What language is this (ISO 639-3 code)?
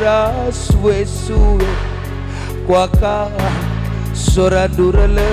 btx